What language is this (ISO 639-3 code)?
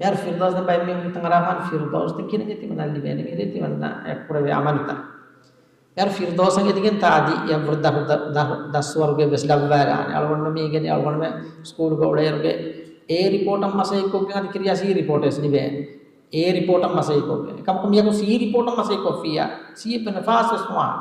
div